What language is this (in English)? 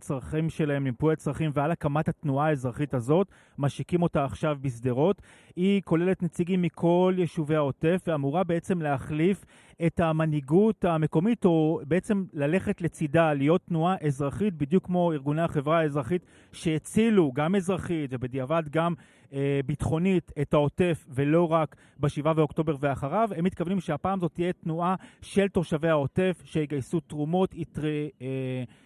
Hebrew